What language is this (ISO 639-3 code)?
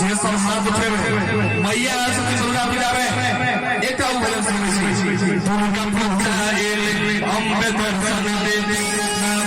mai